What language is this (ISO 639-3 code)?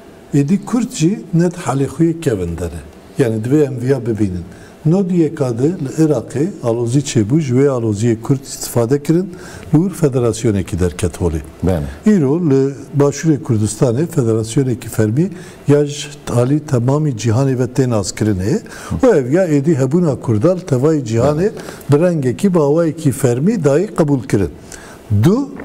kur